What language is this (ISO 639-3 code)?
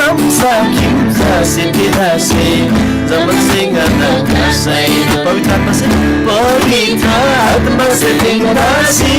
taj